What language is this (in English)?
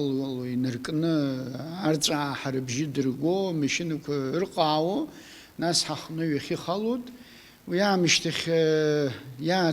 Abkhazian